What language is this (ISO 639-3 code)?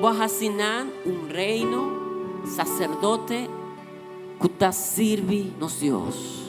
pap